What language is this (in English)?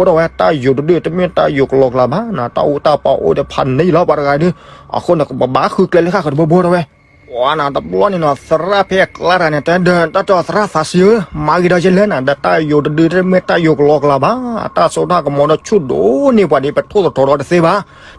S'gaw Karen